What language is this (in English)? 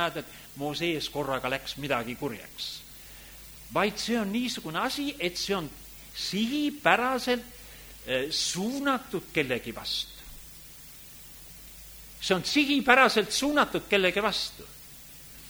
Estonian